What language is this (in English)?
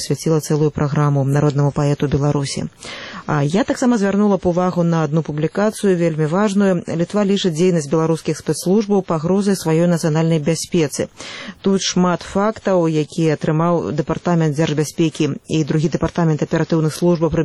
Belarusian